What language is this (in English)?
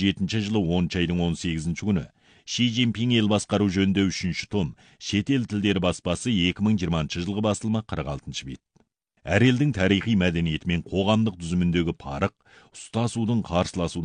Kazakh